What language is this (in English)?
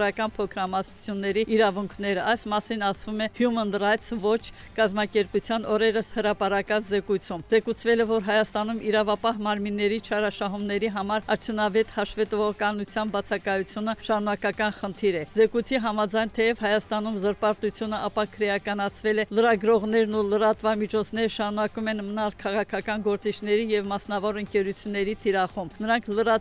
Armenian